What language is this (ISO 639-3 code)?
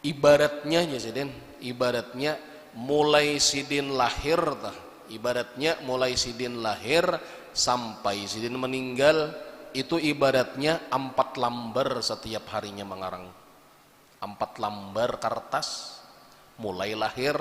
bjn